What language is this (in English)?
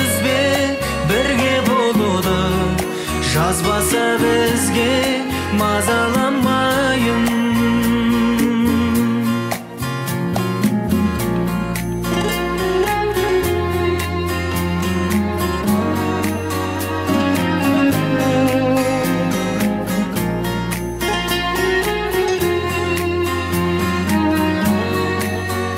Kazakh